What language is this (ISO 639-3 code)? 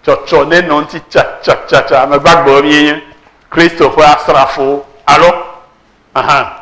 ewe